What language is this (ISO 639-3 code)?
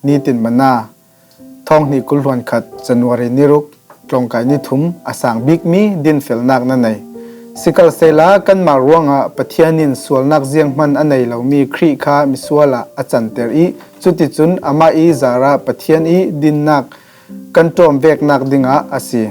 cfm